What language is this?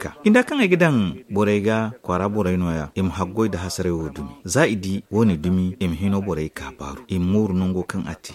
Zarma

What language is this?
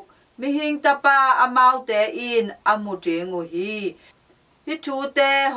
Tedim Chin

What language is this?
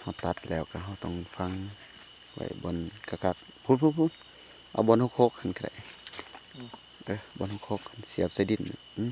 Lao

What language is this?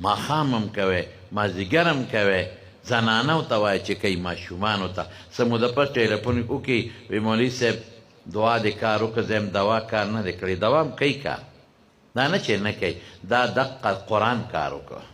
Pashto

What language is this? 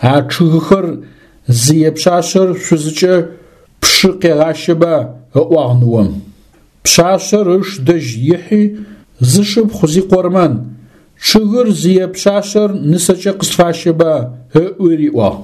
Adyghe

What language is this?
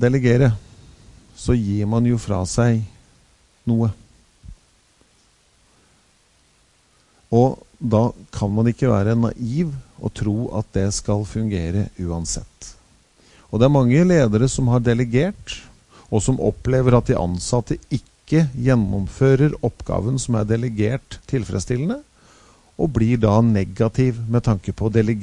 Norwegian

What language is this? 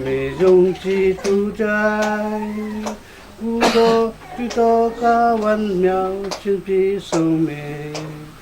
Falam Chin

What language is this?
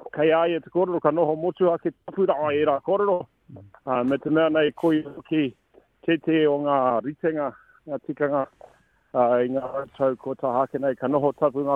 Māori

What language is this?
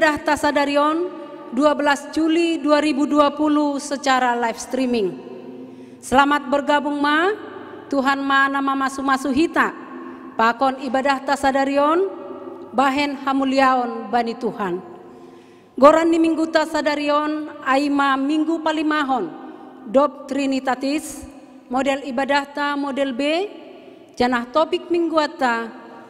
Batak Simalungun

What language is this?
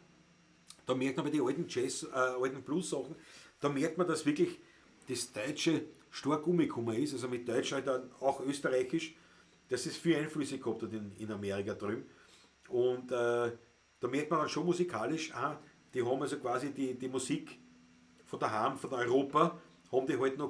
Bavarian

